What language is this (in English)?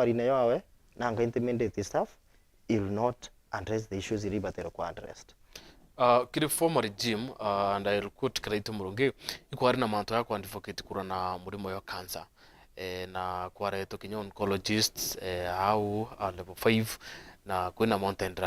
Meru